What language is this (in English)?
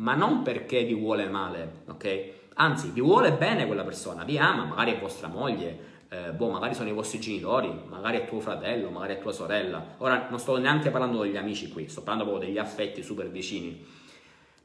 Italian